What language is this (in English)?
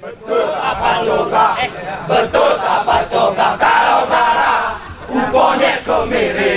Gayo